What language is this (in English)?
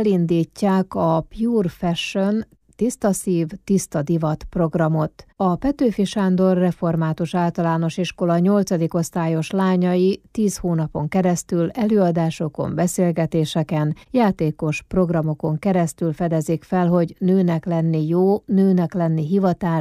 Hungarian